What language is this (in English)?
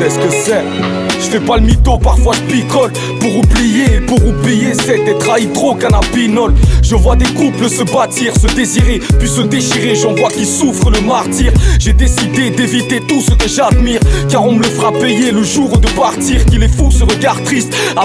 French